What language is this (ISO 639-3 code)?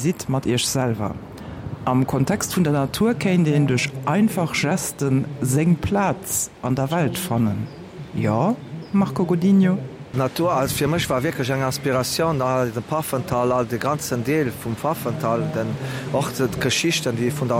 ltz